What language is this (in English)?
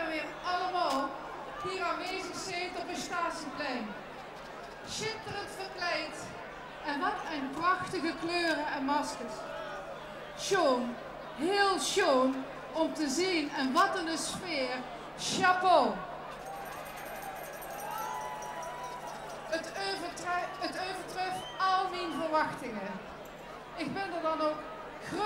Dutch